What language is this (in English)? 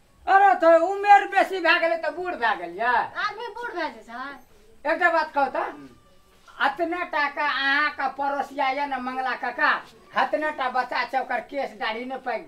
Maithili